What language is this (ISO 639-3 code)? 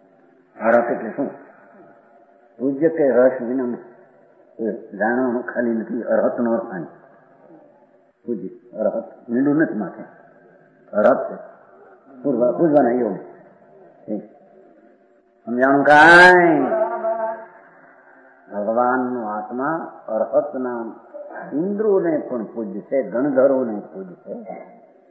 guj